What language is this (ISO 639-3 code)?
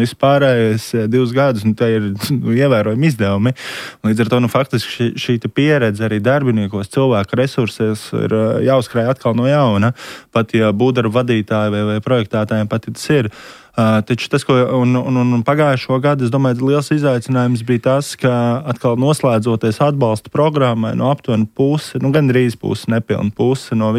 lav